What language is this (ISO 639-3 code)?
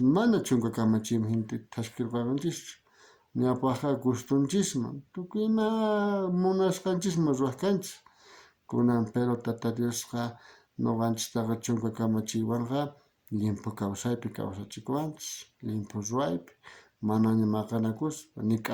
quh